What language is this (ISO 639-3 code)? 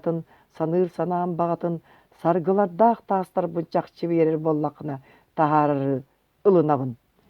sah